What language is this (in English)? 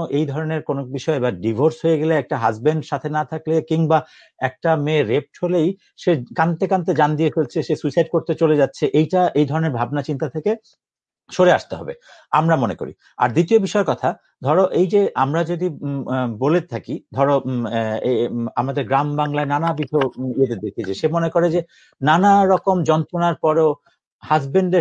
Bangla